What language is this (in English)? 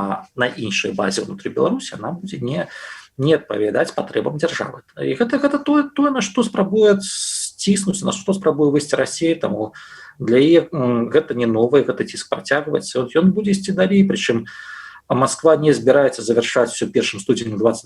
Belarusian